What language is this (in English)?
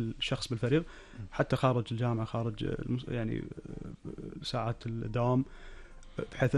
Gulf Arabic